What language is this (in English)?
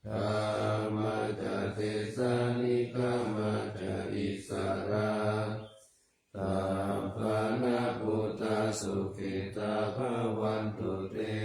Pali